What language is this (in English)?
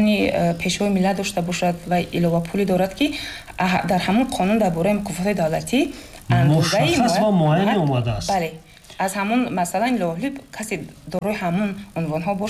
Tajik